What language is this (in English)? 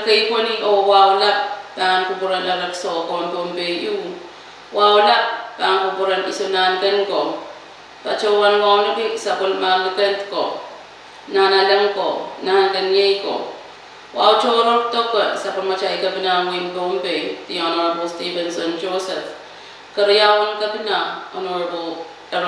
Pohnpeian